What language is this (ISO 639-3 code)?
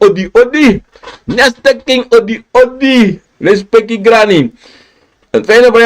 srn